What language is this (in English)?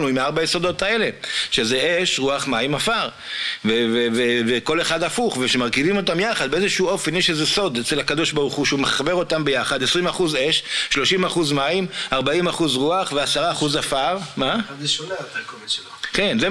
Hebrew